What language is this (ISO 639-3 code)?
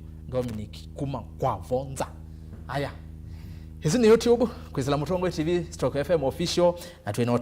kam